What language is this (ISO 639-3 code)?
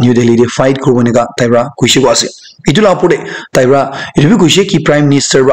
nag